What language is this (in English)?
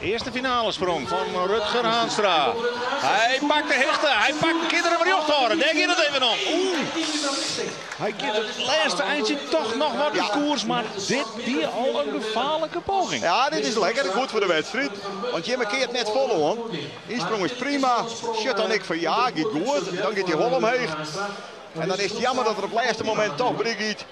Western Frisian